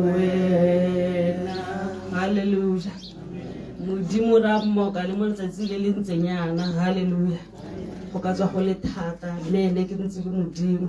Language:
Tswana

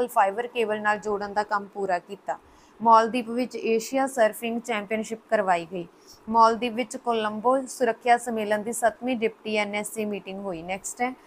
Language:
Punjabi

